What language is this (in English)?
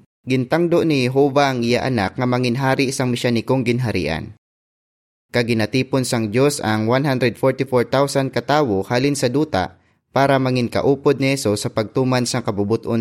Hiligaynon